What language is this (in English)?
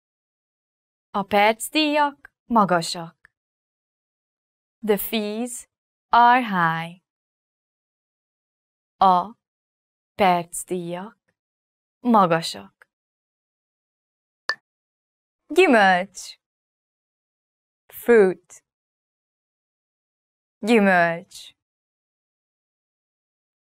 Hungarian